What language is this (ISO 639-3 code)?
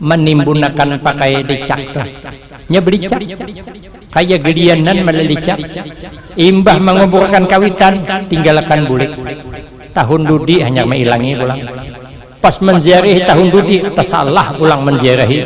bjn